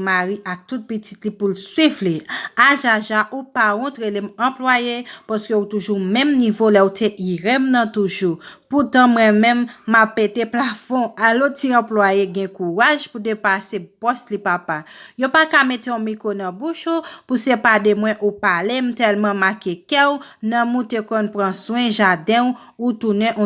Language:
Haitian Creole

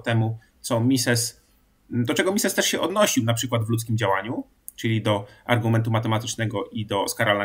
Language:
Polish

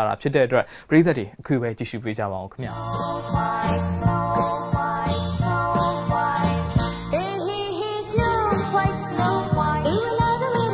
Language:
Burmese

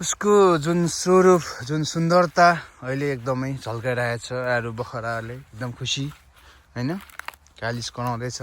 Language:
Nepali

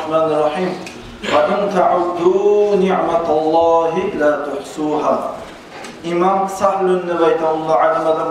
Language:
Kumyk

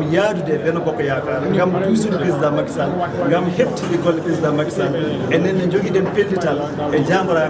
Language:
Fula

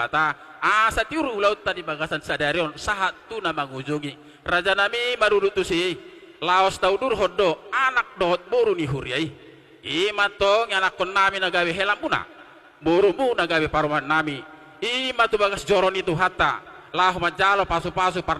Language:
Batak Toba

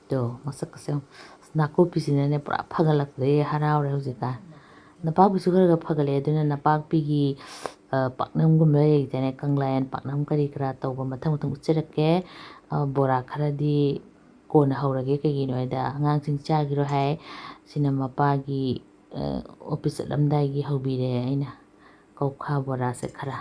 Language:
Manipuri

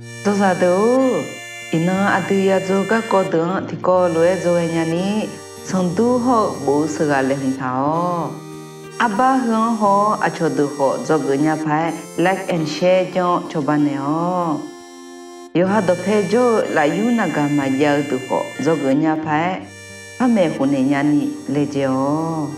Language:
Akha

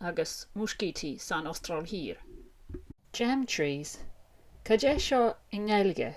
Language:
Irish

